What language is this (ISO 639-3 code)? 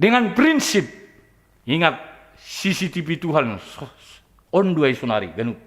bts